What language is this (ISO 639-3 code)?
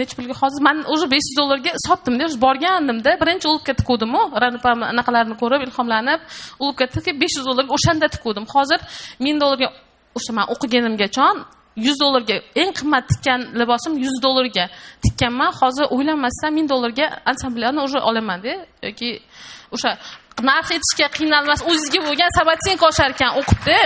uzb